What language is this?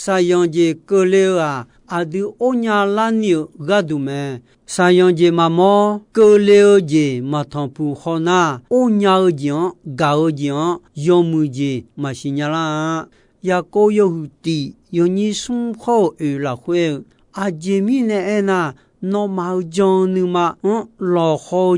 Akha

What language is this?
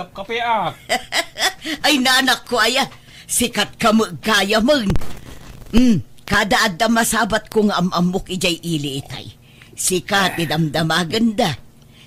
Iloko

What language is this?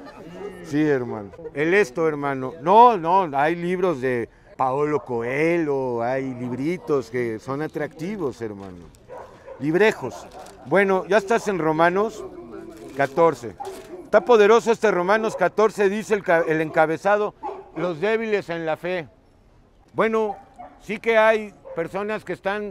Spanish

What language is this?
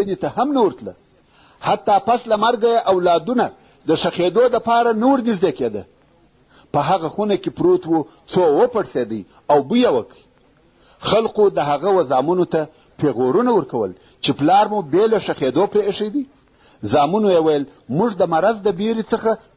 Pashto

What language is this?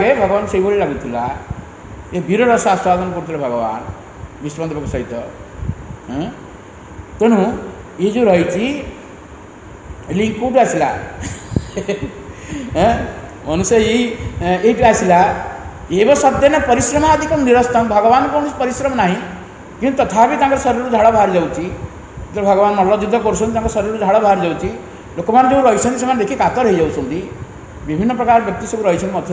Odia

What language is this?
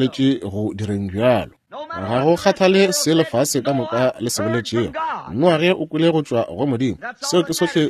Northern Sotho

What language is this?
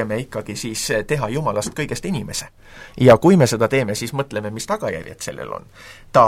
Estonian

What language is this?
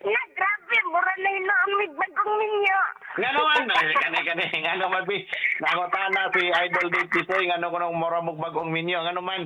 Cebuano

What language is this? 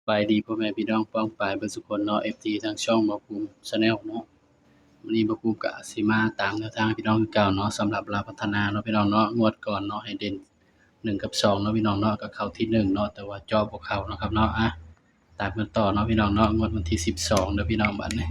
Northeastern Thai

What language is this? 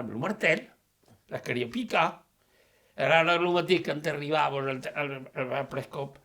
Occitan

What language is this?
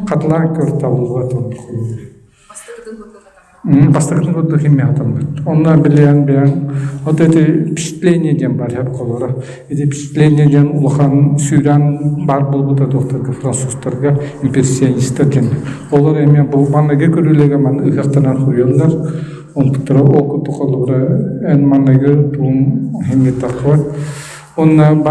Yakut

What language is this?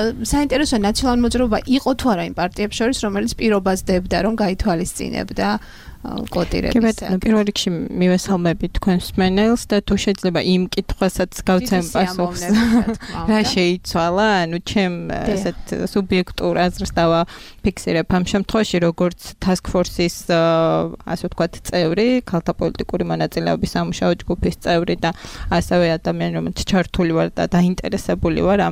Georgian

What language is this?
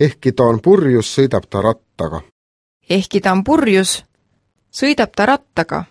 Estonian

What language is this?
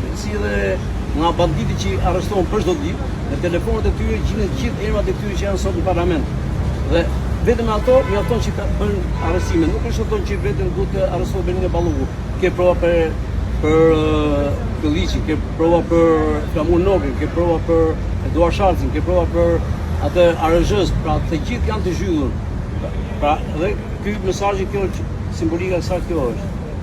Albanian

